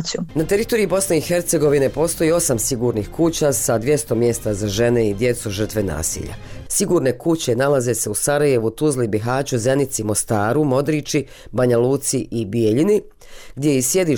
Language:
Bosnian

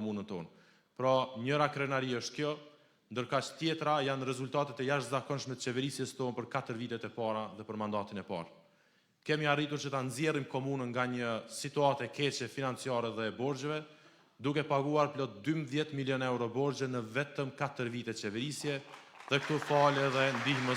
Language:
Albanian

